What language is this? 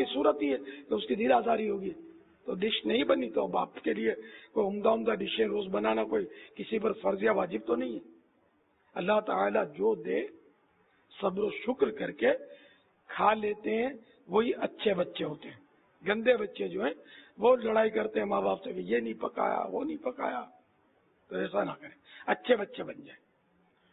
Urdu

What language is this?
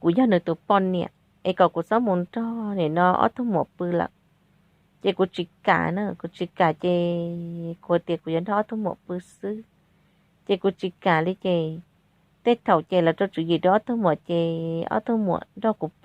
Hmong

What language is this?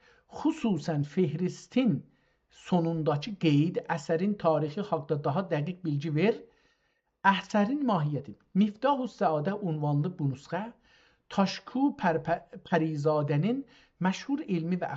South Azerbaijani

